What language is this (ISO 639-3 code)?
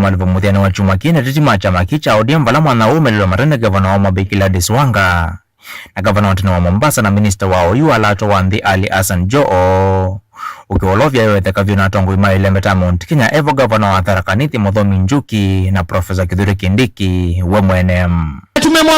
kam